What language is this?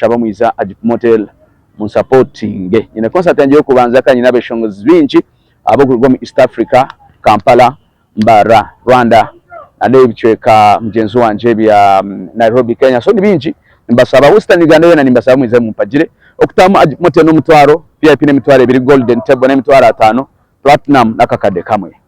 Nyankole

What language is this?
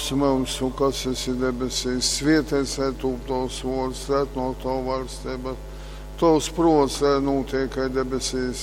Latgalian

